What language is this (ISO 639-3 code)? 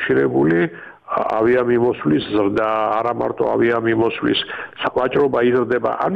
kat